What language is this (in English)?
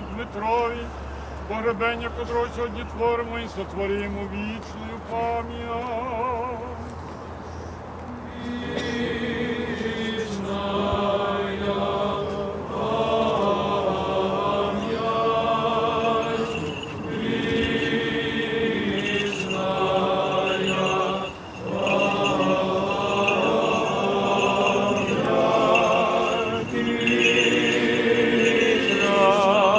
Ukrainian